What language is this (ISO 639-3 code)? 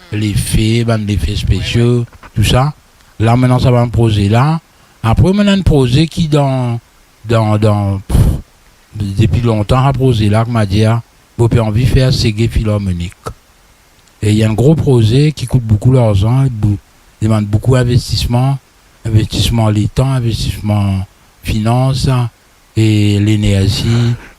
mfe